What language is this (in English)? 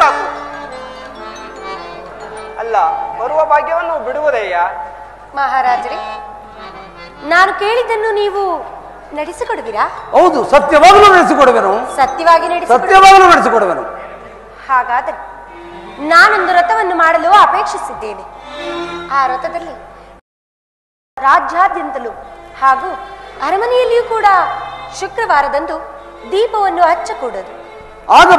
Kannada